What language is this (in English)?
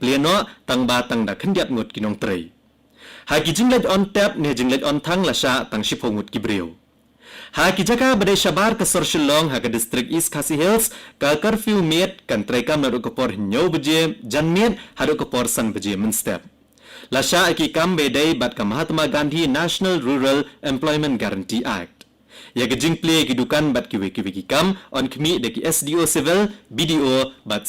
Khasi